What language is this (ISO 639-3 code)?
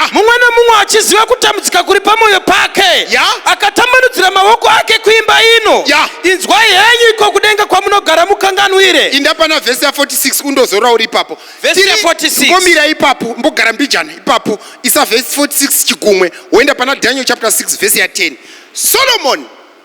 sna